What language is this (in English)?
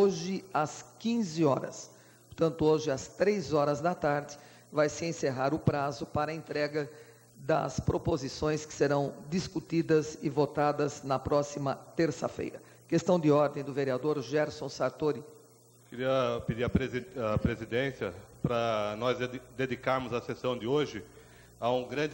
Portuguese